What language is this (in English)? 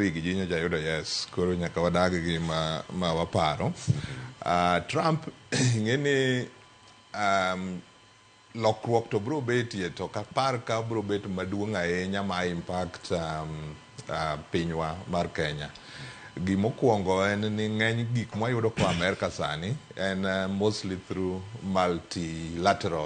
Luo (Kenya and Tanzania)